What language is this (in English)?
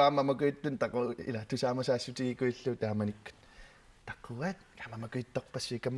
Kalaallisut